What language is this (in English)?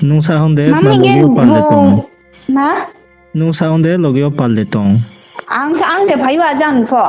Riang (India)